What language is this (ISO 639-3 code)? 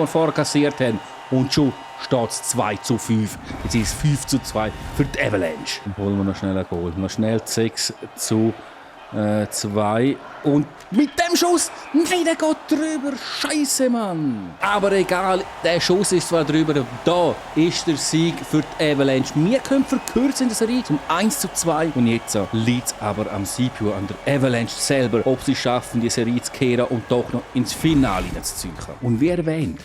gsw